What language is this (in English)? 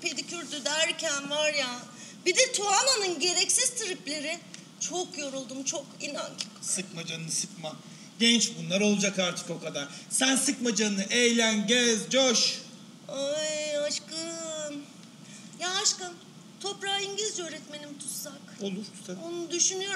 Turkish